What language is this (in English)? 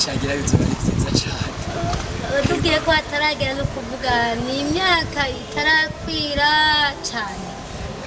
Rundi